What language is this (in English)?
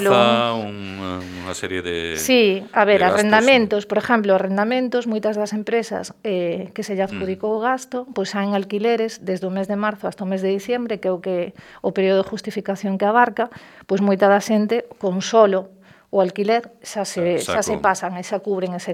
Galician